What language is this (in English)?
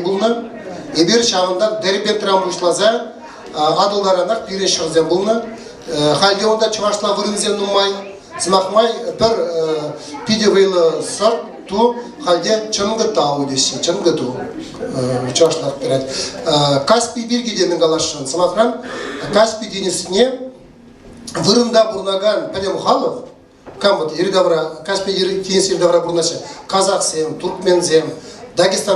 Chuvash